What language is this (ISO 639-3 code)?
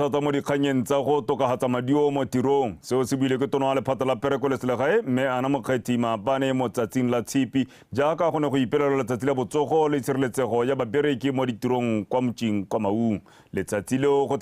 tsn